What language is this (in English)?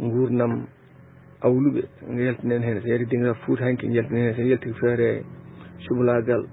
Fula